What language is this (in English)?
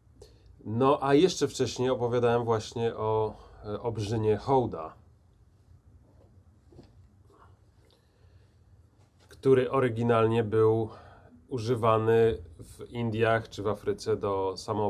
Polish